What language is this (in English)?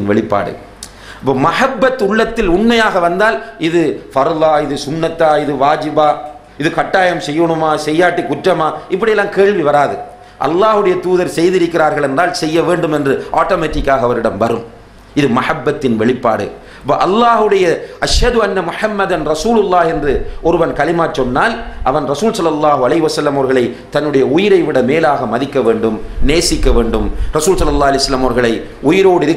Tamil